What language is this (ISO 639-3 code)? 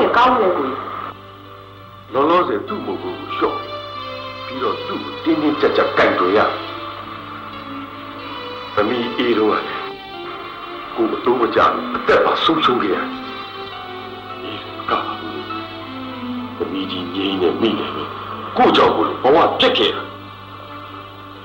mya